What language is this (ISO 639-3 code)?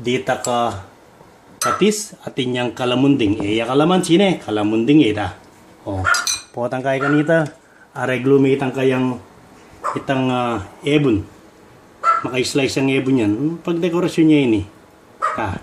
pam